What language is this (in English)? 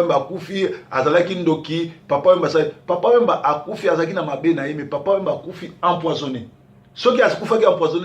Lingala